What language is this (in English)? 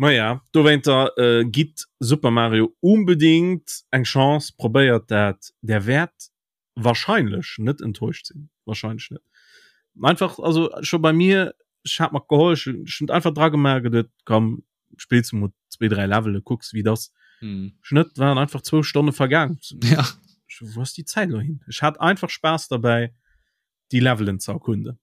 Luxembourgish